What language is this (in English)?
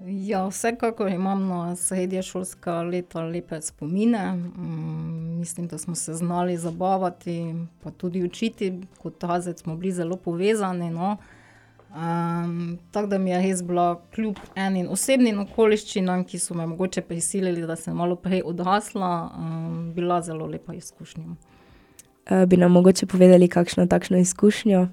Slovenian